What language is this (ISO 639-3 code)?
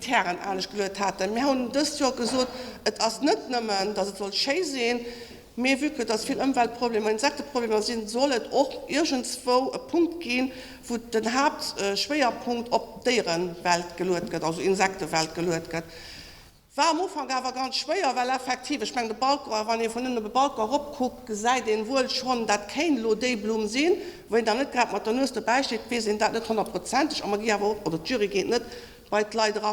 ltz